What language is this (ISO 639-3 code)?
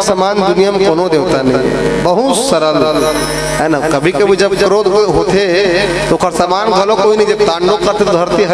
hne